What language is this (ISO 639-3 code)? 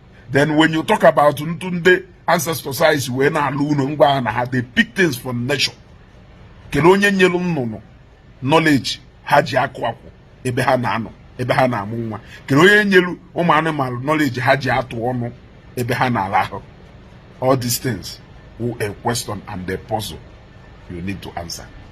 ibo